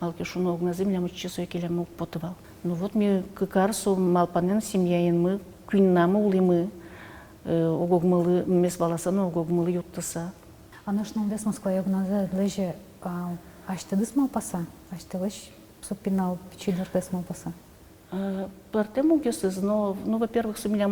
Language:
Udmurt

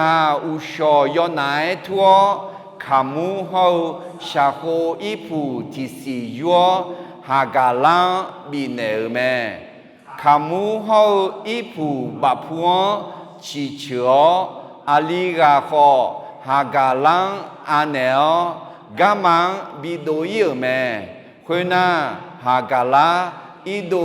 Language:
Akha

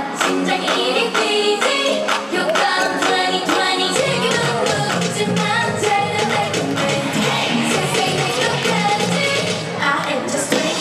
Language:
Korean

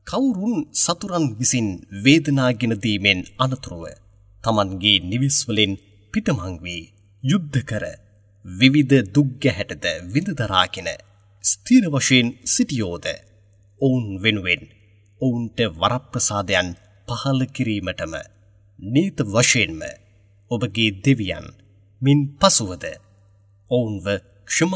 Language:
Sinhala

